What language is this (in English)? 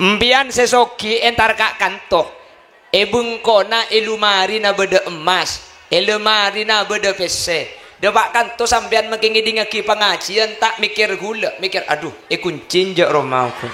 Madurese